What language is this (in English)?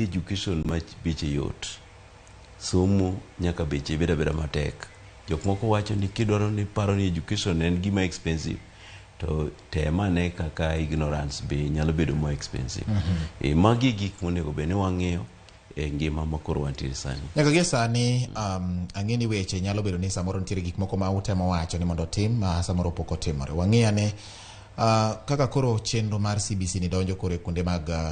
Luo (Kenya and Tanzania)